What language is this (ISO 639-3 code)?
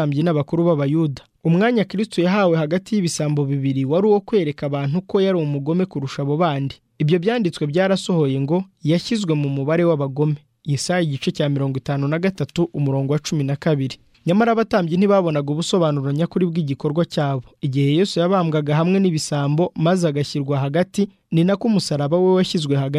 kin